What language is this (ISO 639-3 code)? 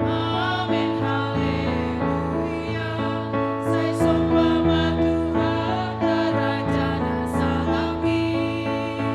bts